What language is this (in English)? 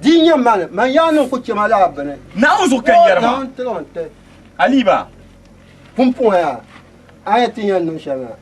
Dagbani